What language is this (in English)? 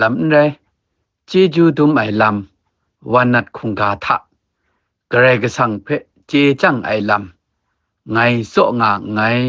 Kachin